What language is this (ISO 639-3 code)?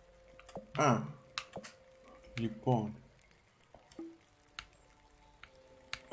ell